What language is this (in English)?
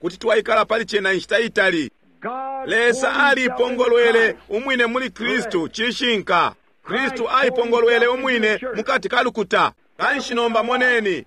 Bemba